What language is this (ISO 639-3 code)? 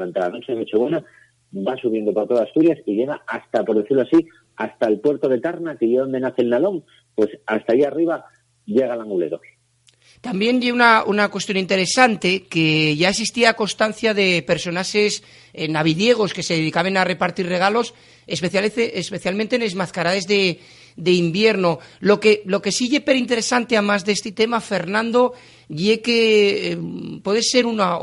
ast